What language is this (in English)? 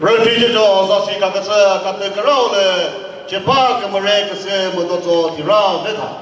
Chokri Naga